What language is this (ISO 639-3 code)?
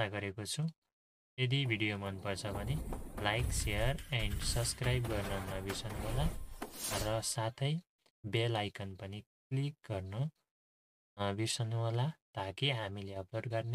nep